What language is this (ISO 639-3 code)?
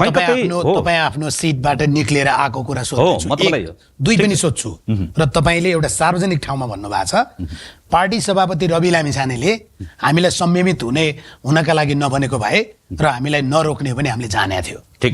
nep